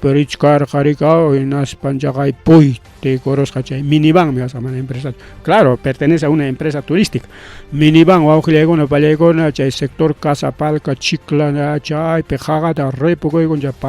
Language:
Ayacucho Quechua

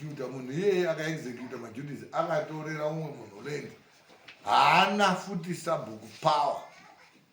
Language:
Shona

